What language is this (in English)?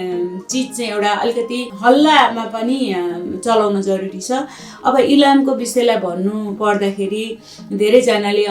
Nepali